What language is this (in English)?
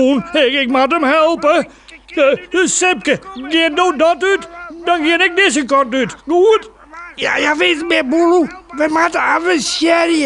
Western Frisian